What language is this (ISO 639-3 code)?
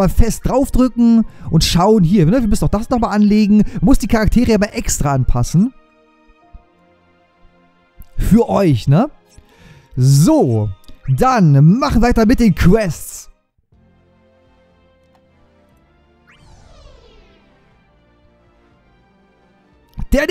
deu